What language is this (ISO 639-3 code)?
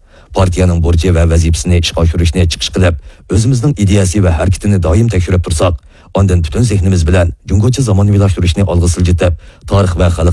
uig